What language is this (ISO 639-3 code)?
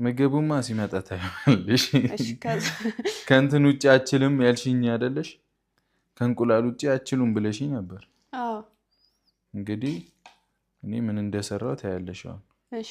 amh